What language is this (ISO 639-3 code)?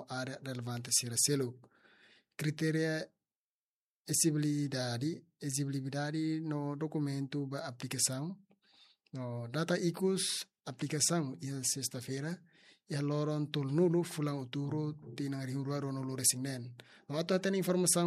tet